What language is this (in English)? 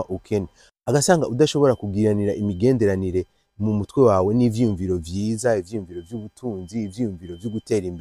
Rundi